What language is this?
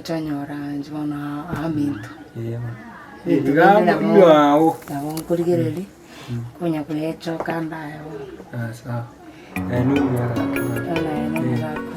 Gusii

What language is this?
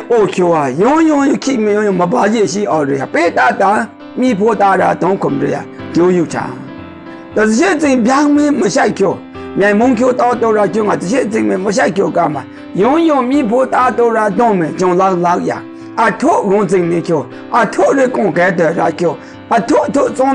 Maru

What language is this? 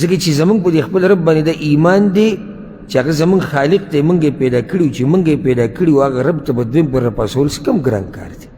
Pashto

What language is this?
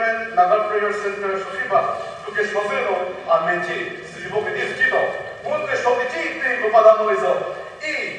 Chokri Naga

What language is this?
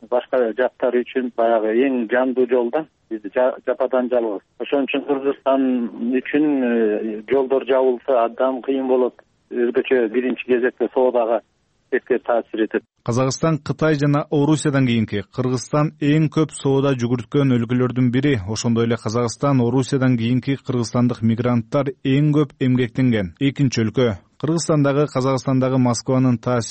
Kyrgyz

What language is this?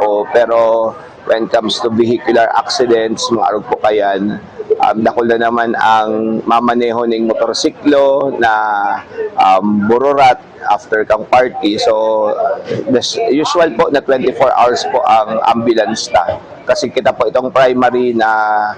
Bikol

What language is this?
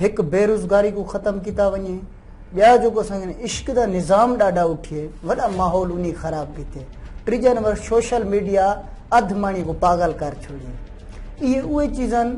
Sindhi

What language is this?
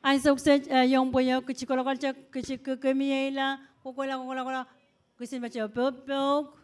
Pohnpeian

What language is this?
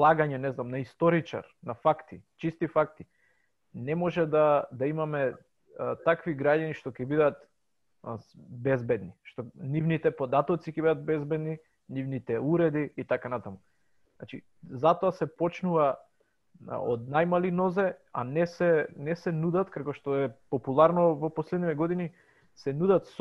Macedonian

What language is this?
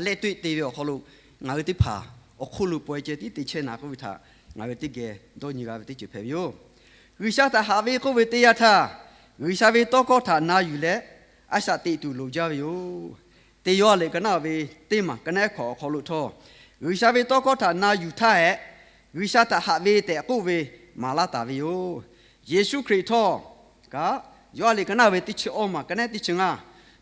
Lahu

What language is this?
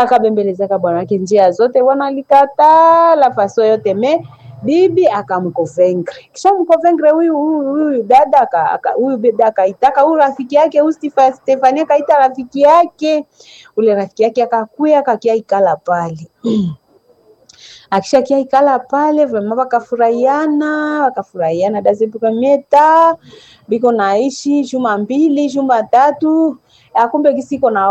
Swahili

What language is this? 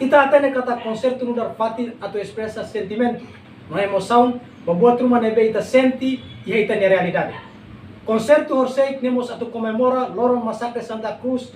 Tetum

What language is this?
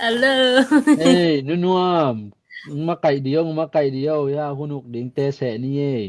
Tedim Chin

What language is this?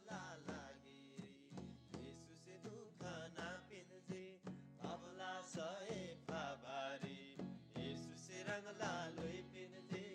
Eastern Tamang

